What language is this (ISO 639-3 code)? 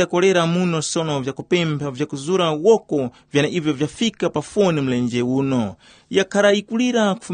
tum